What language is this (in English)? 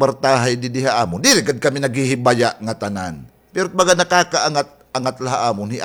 Waray